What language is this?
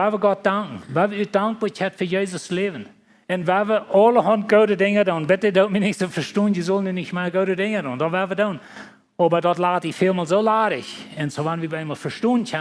Plautdietsch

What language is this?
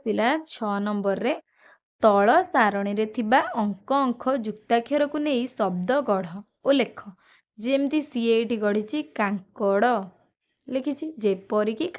Odia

